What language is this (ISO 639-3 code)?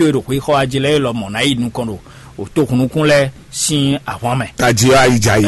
fon